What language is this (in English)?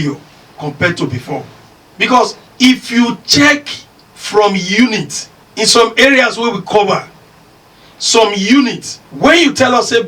Nigerian Pidgin